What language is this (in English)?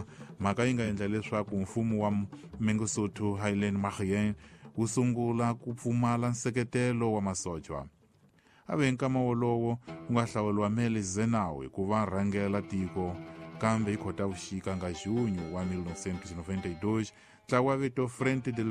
Tsonga